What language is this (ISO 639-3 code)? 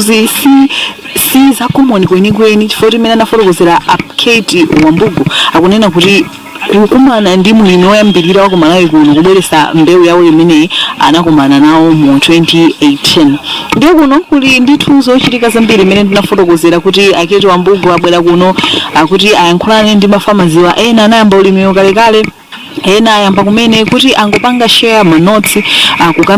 nya